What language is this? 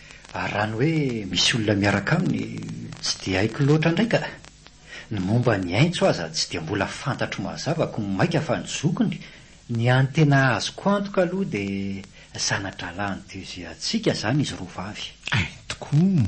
Malagasy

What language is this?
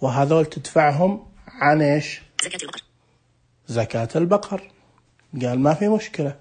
Najdi Arabic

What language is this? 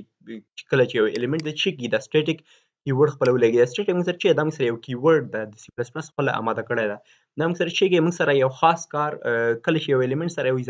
Pashto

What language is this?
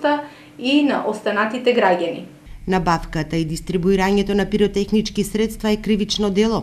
Macedonian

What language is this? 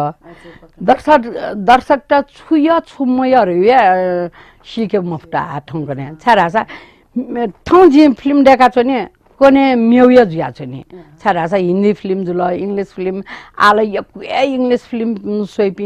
Newari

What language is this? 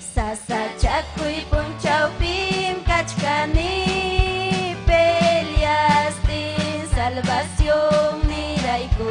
Ayacucho Quechua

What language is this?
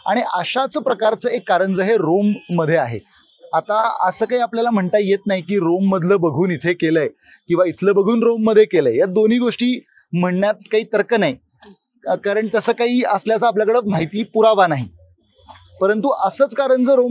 Marathi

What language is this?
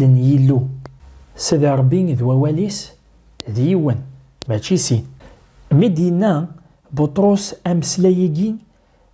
Kabyle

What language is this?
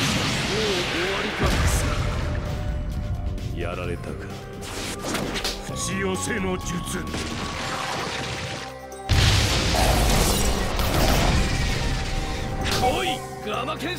Japanese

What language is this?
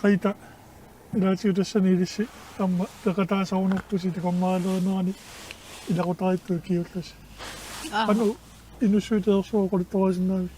Kalaallisut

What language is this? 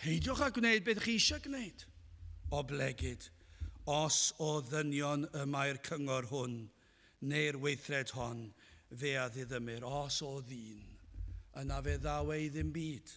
Welsh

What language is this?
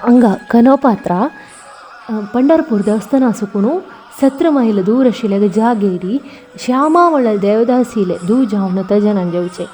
Konkani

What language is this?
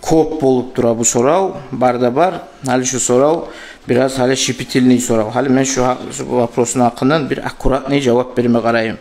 Kumyk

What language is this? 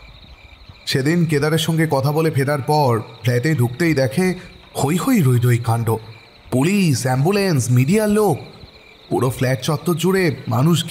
Bangla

